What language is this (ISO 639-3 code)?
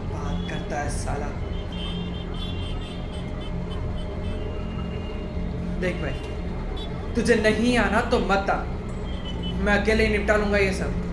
hin